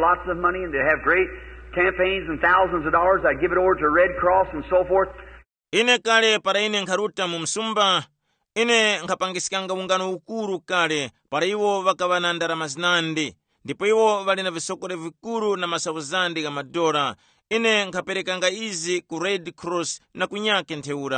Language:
Tumbuka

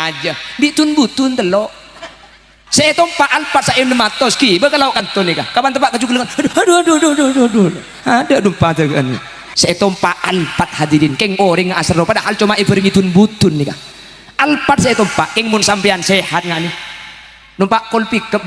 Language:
Madurese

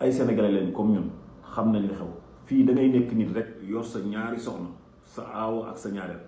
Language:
Wolof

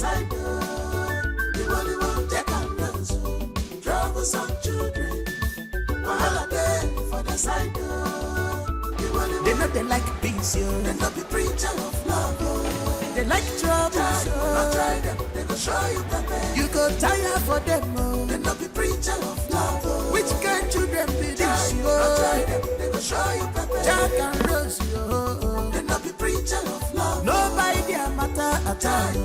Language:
Nigerian Pidgin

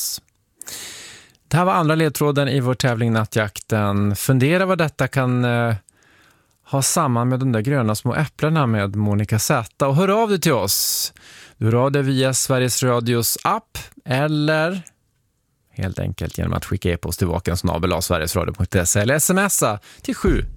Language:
Swedish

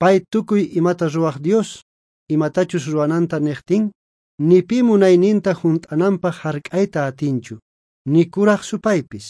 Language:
South Bolivian Quechua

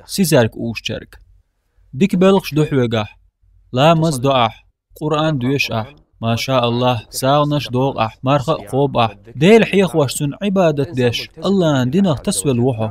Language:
Chechen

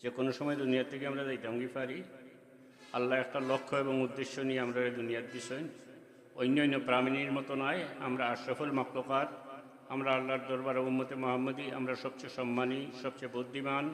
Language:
Sylheti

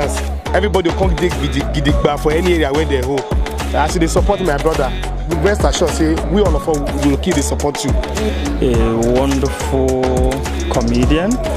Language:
Nigerian Pidgin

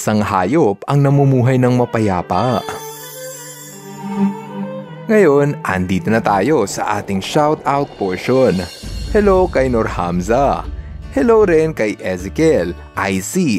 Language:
Filipino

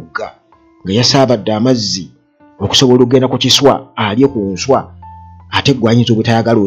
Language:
Ganda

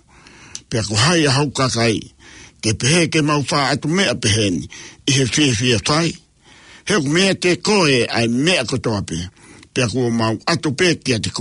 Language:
Tongan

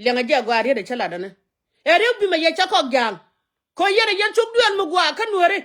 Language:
Nuer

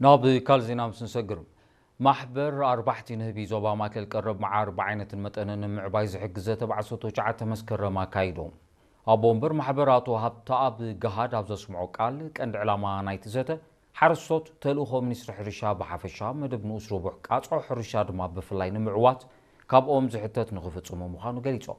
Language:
Tigrinya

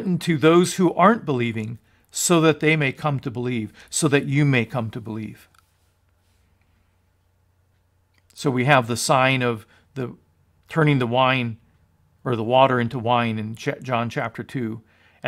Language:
English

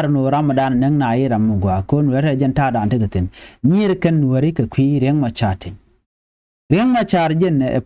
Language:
Nuer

